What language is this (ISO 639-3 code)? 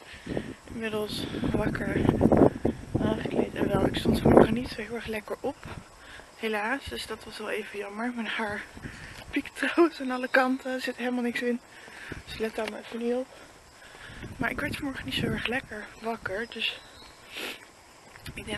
nld